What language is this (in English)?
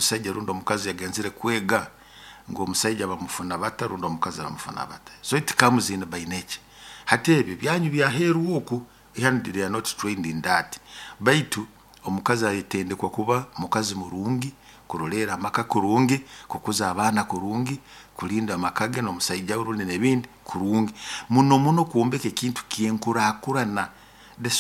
Nyoro